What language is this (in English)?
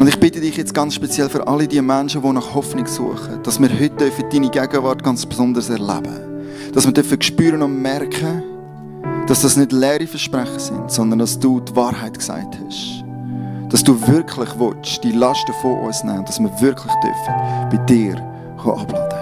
Swiss German